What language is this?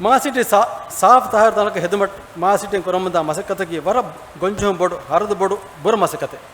Divehi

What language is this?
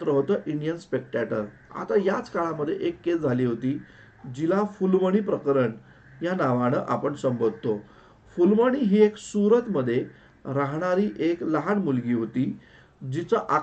Marathi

